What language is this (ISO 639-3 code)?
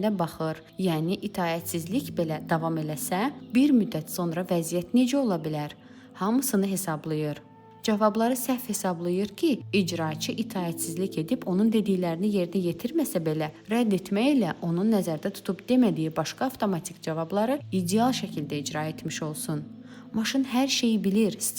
aze